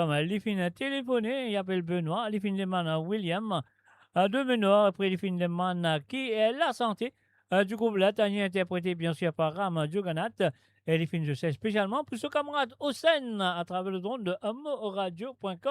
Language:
Morisyen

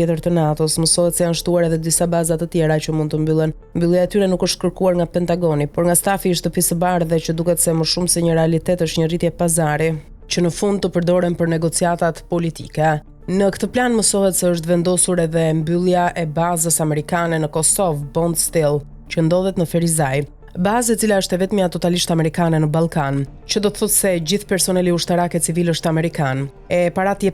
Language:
Albanian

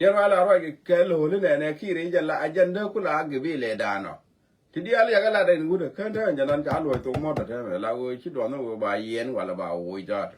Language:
Nuer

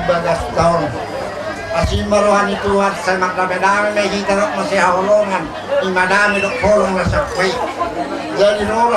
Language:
Batak Toba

